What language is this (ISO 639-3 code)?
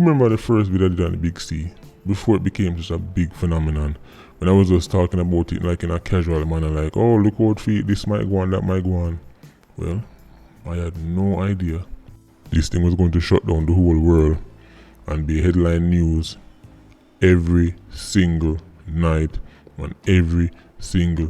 jam